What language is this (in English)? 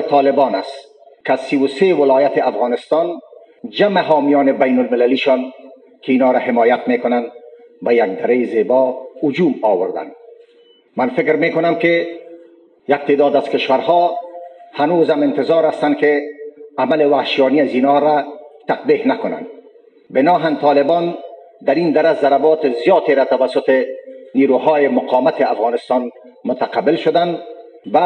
Persian